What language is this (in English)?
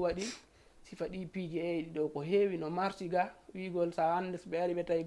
Fula